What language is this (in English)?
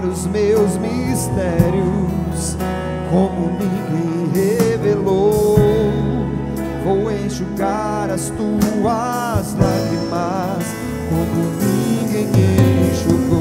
Portuguese